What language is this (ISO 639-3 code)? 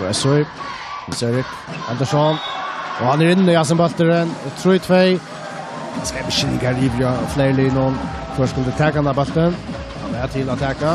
fao